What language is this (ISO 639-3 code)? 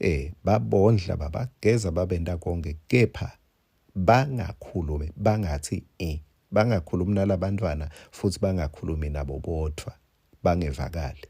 ssw